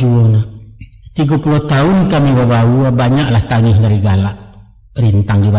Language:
Minangkabau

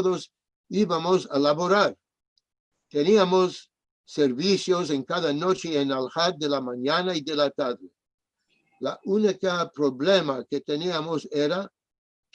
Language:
Ladino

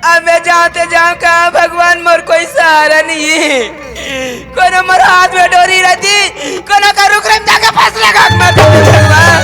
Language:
Chhattisgarhi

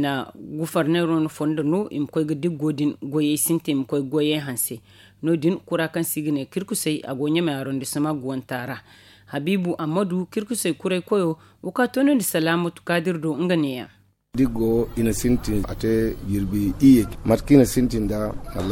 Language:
Zarma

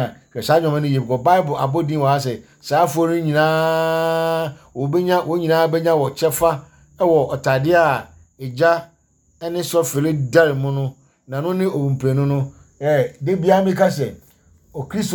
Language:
Akan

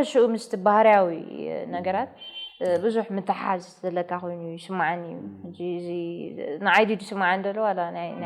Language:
Tigrinya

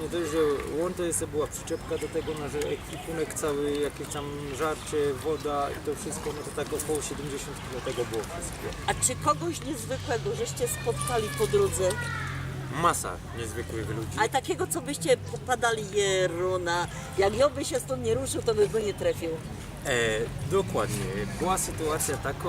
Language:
Silesian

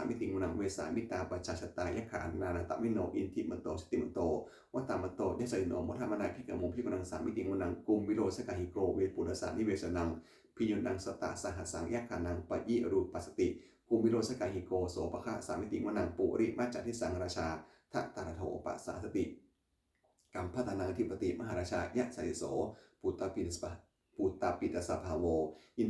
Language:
Pali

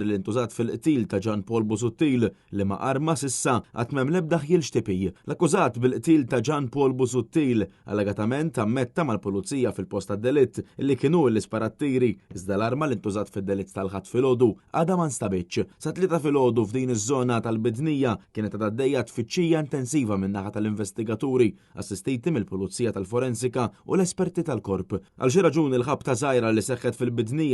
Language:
Maltese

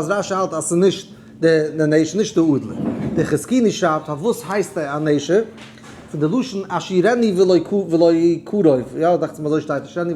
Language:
Yiddish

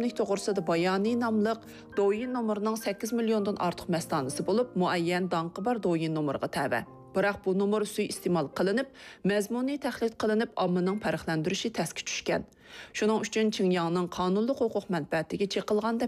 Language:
Uyghur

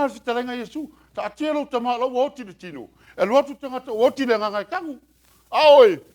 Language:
Samoan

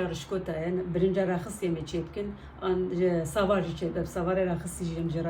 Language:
Kurdish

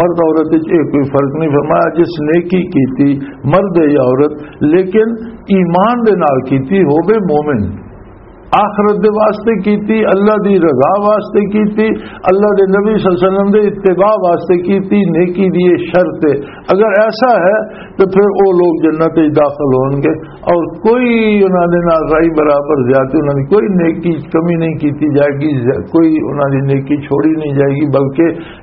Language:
Western Panjabi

